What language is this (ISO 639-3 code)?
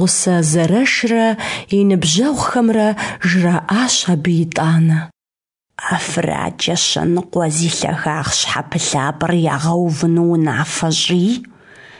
kbd